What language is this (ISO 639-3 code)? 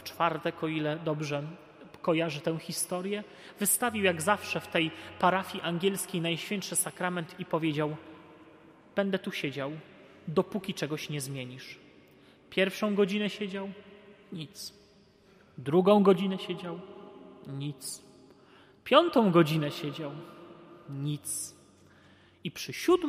pol